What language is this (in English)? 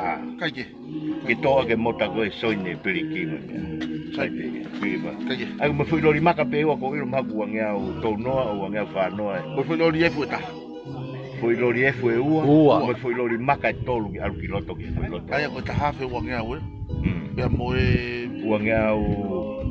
Tongan